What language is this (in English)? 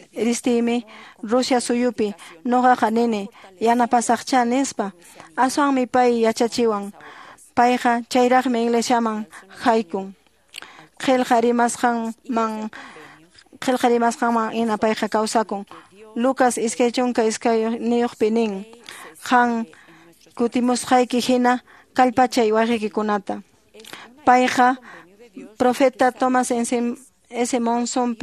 Quechua